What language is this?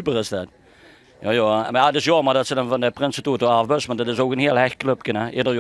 Limburgish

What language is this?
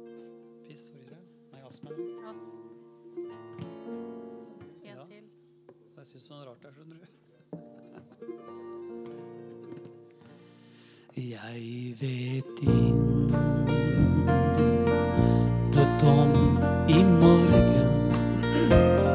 Norwegian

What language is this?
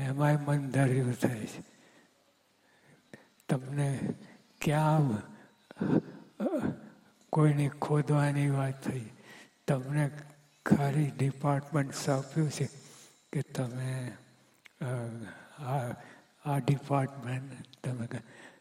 Gujarati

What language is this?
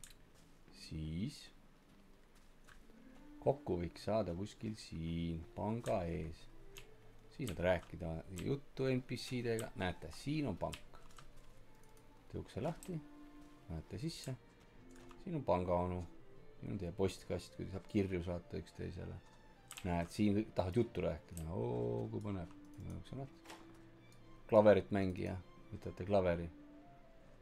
Estonian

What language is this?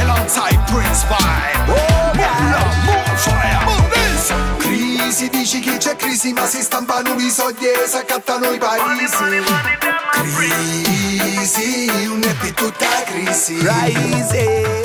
Sicilian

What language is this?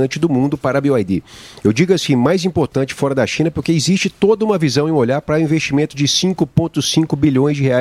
Portuguese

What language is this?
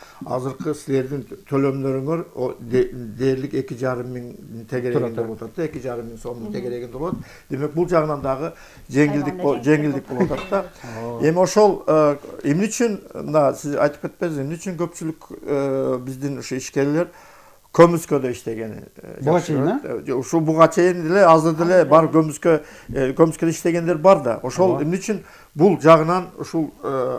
Kyrgyz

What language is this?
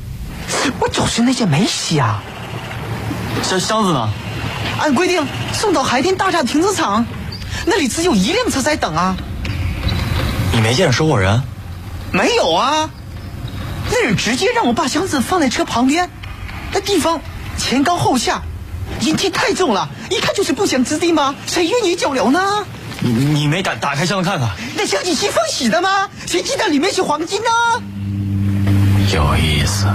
Chinese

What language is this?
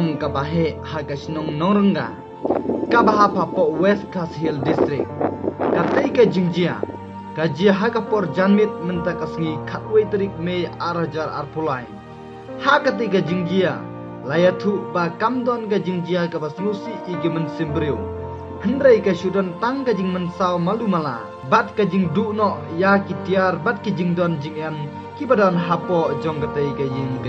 Khasi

